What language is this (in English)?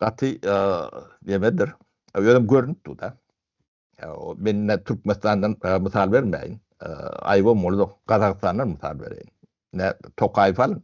Turkmen